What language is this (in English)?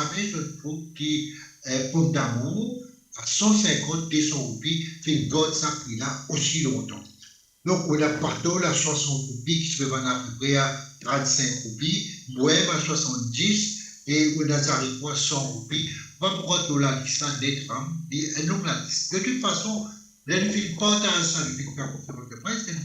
Morisyen